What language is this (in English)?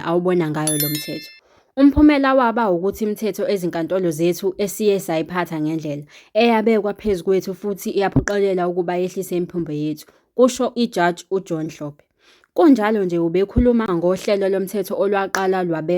Zulu